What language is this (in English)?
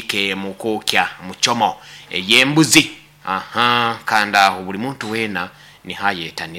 Nyoro